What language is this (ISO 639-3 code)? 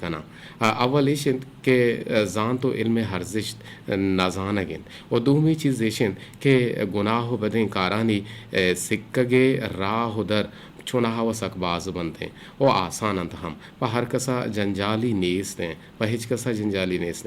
bgp